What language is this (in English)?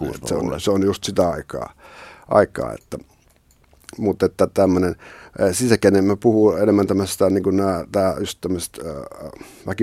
Finnish